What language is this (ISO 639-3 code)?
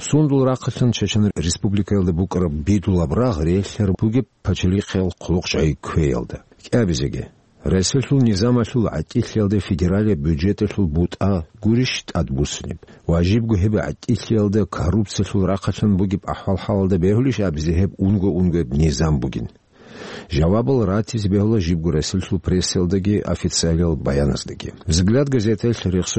ava